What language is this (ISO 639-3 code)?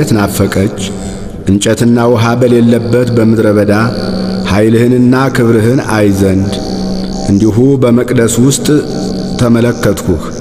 amh